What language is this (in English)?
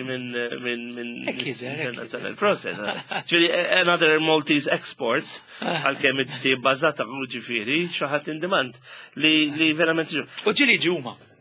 Maltese